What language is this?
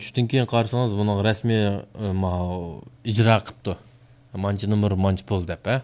Uyghur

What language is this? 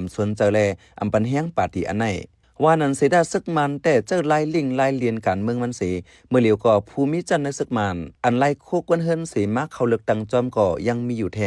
Shan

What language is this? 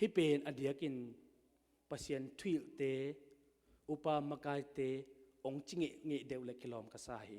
Tedim Chin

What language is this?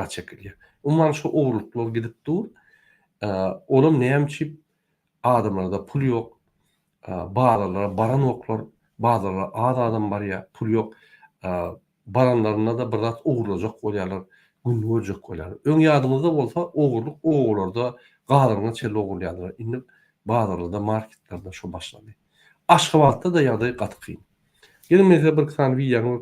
Turkmen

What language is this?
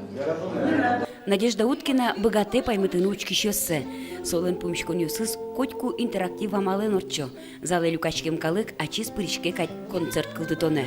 Udmurt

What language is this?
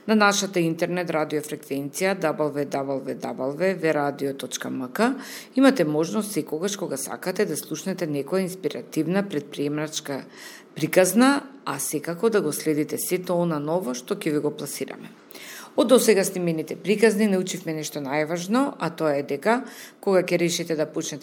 Macedonian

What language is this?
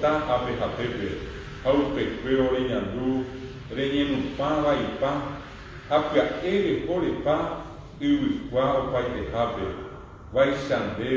Guarani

